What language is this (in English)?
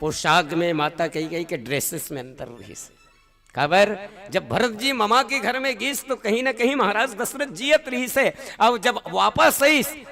Chhattisgarhi